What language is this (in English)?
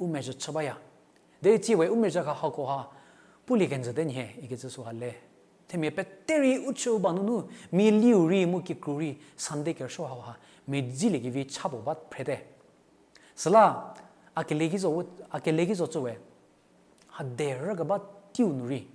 Angami Naga